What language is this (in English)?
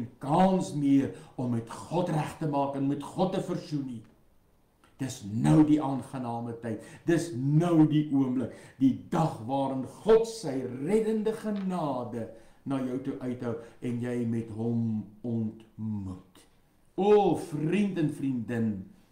Afrikaans